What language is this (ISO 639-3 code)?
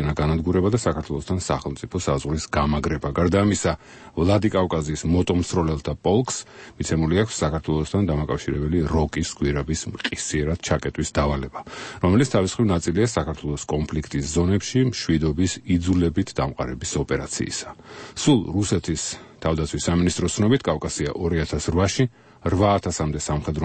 kat